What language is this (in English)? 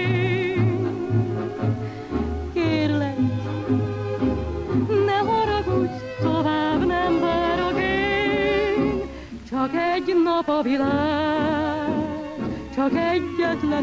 Hungarian